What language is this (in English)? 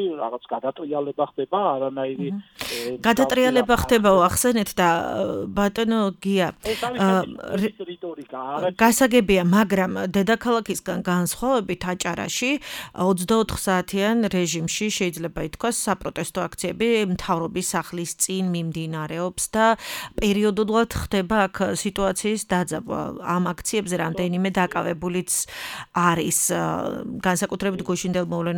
Georgian